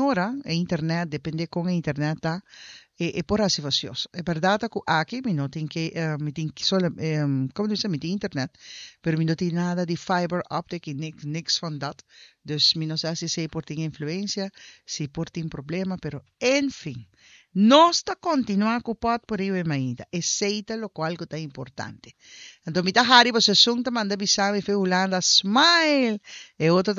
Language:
Papiamento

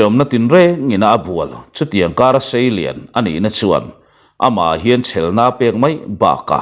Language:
Mizo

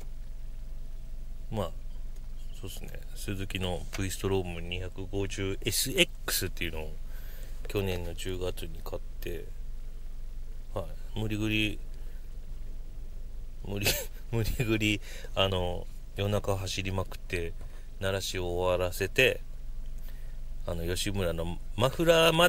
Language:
Japanese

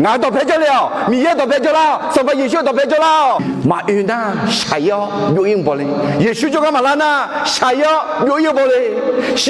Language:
Akha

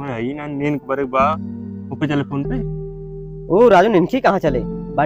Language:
Awadhi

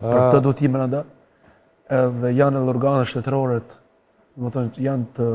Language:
Albanian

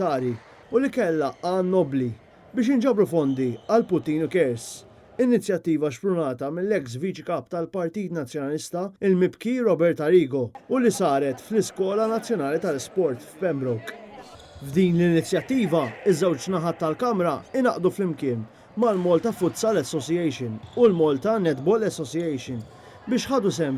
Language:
Maltese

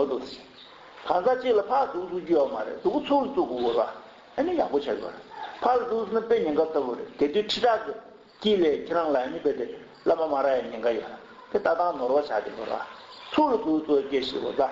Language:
Tibetan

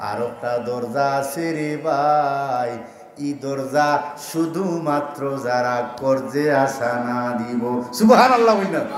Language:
Sylheti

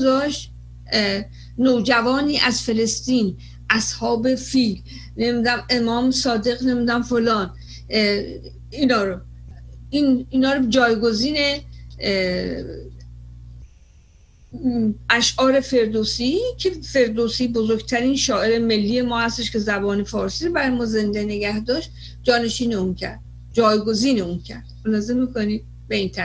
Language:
Persian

